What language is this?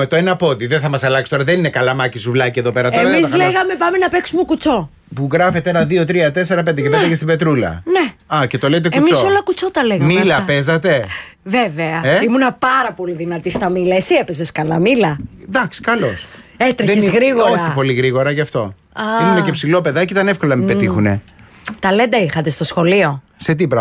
Greek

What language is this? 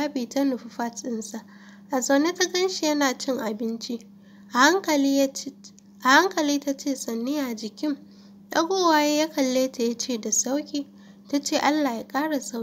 Hausa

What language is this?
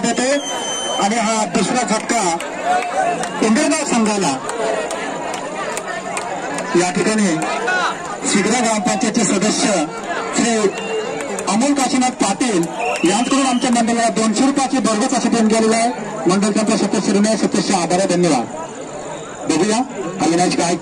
Marathi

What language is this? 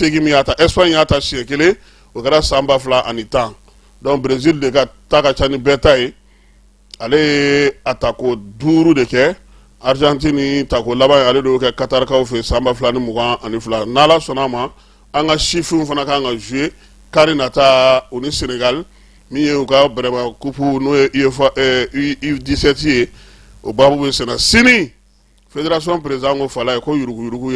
Bambara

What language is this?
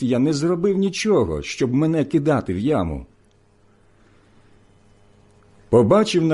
Ukrainian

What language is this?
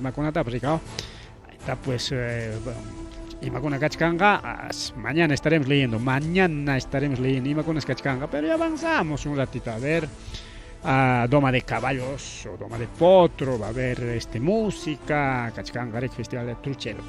Ayacucho Quechua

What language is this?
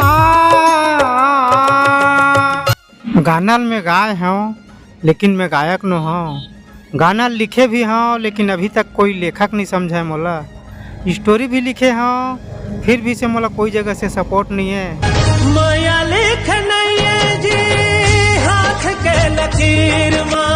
Chhattisgarhi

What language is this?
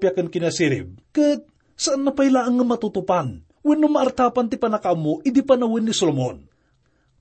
Iloko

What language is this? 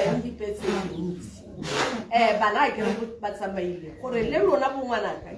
Tswana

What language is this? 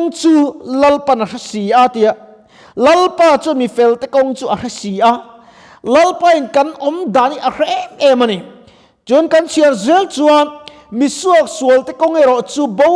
Mizo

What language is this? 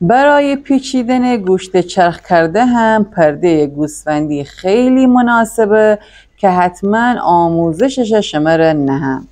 Gilaki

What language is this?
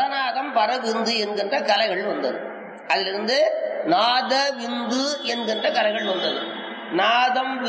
Tamil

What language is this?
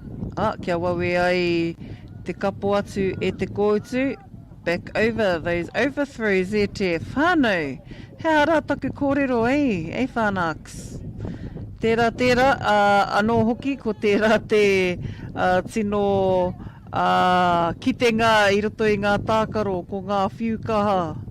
Māori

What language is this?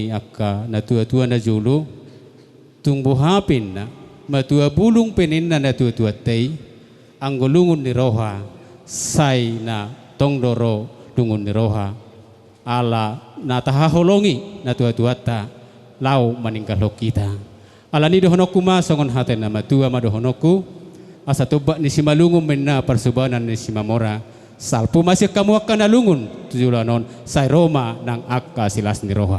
Batak Toba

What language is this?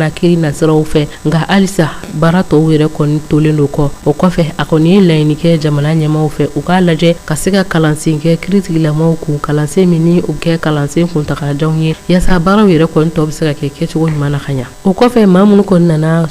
Bambara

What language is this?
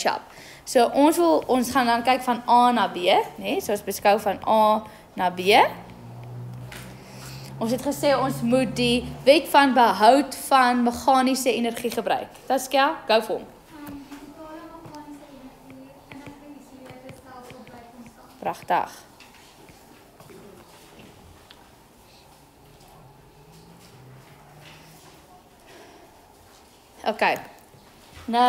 Afrikaans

